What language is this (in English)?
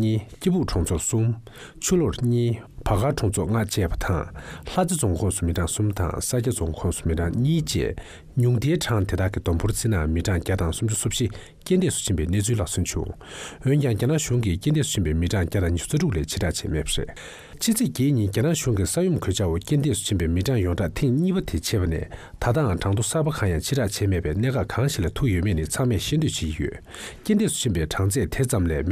Tibetan